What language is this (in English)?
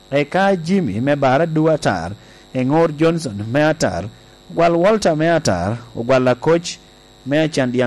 Lango (Uganda)